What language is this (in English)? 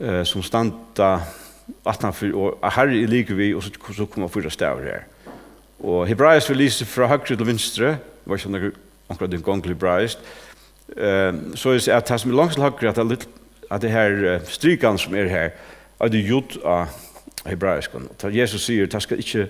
Faroese